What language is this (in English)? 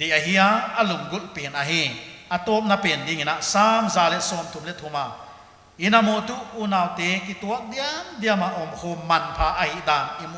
Paite Chin